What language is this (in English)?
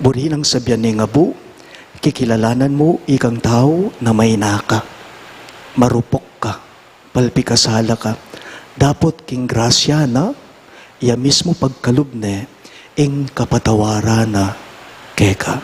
Pampanga